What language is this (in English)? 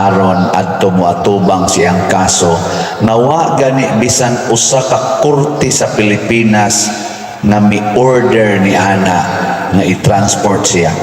Cebuano